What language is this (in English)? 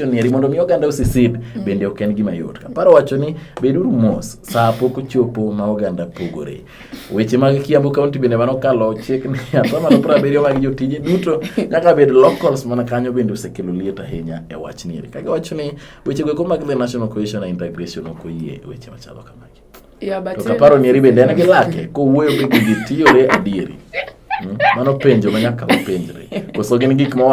Luo (Kenya and Tanzania)